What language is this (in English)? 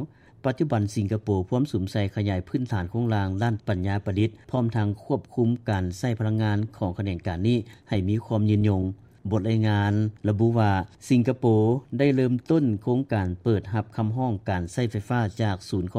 Lao